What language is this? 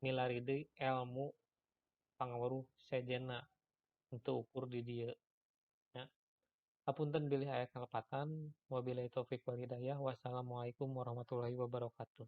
Sundanese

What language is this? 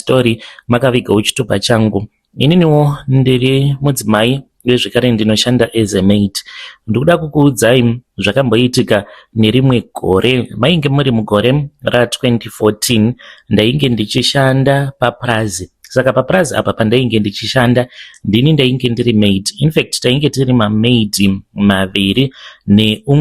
Shona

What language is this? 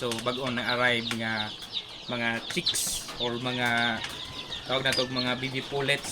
Cebuano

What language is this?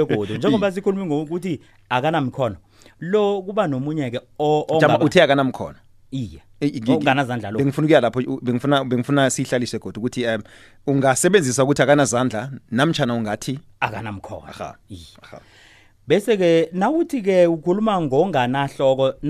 South Ndebele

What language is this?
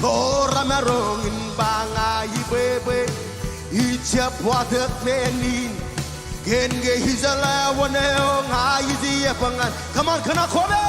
Marshallese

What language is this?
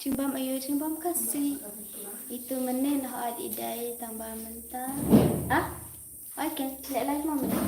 Khasi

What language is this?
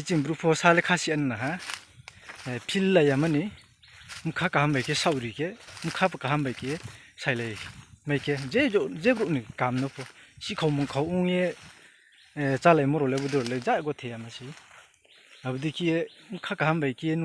Riang (India)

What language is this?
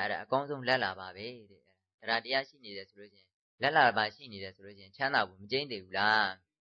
Burmese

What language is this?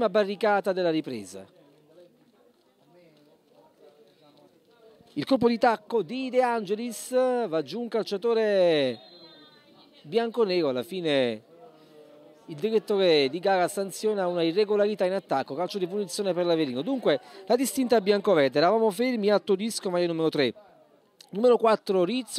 Italian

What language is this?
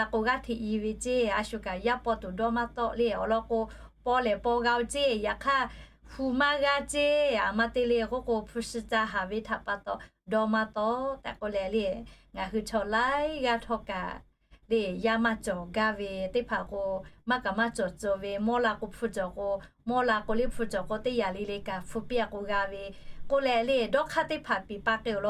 Lahu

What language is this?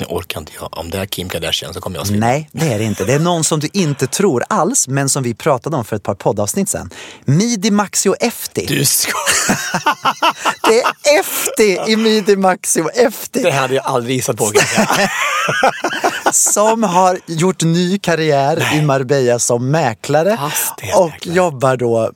Swedish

